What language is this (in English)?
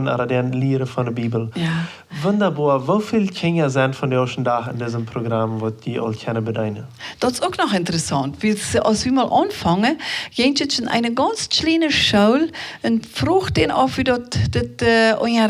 Plautdietsch